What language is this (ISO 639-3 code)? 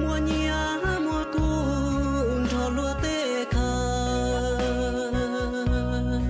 hmn